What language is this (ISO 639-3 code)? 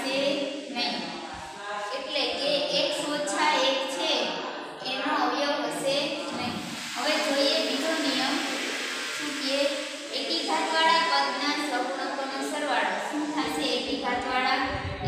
guj